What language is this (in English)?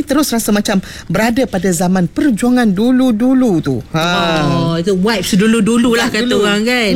Malay